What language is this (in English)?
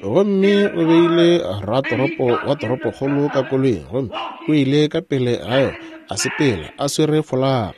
Northern Sotho